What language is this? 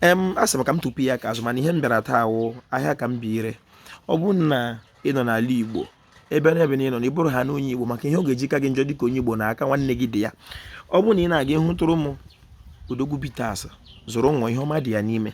Igbo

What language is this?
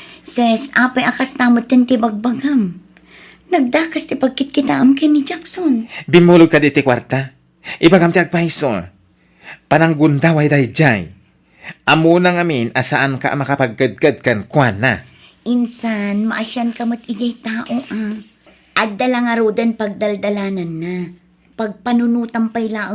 Iloko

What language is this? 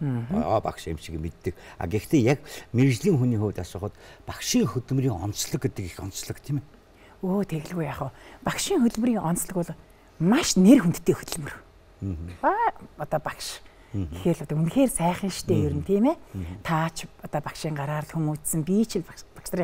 Mongolian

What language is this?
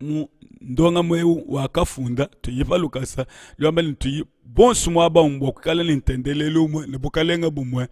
Luba-Lulua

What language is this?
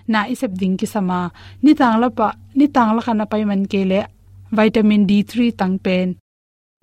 Tedim Chin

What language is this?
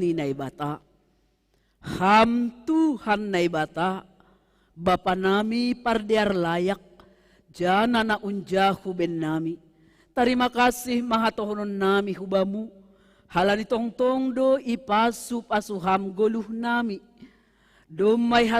Batak Simalungun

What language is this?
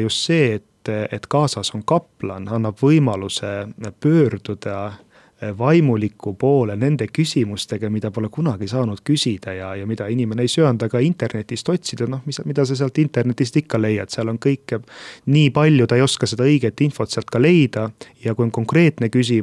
Estonian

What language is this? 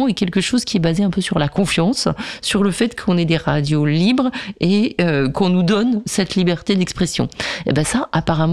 French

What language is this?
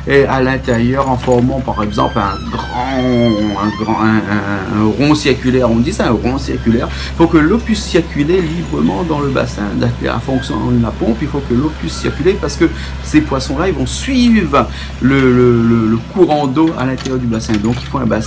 Réunion Creole French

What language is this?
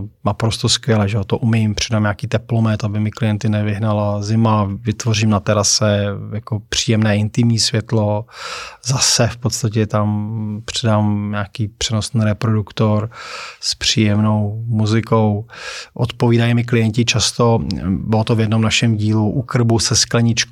Czech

